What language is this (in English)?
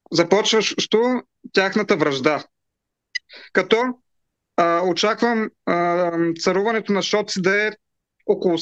Bulgarian